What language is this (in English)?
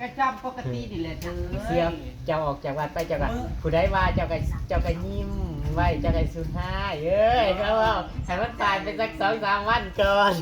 Northeastern Thai